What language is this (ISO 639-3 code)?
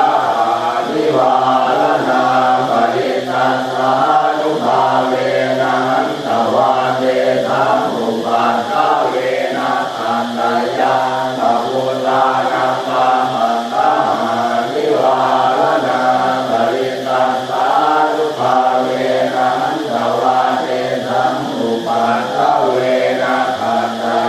pli